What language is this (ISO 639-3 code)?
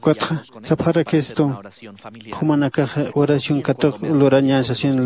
aym